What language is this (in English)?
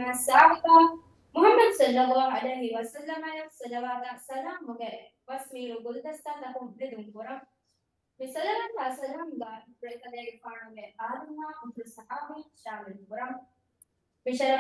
Divehi